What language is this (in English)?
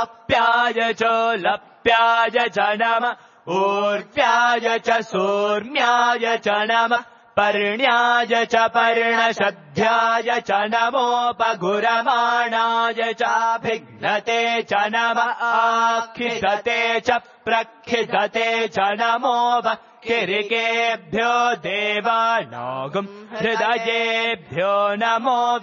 Sanskrit